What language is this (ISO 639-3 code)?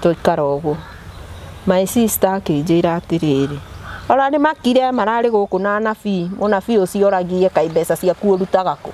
kik